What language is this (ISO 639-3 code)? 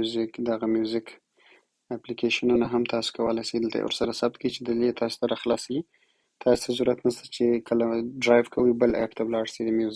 pus